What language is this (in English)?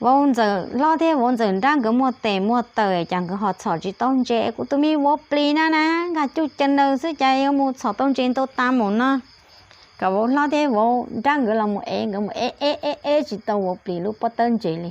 Hmong